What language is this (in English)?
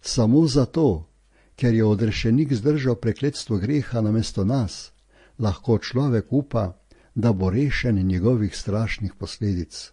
Slovenian